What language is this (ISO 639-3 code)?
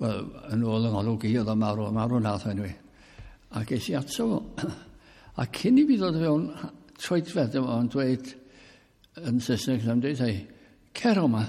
cym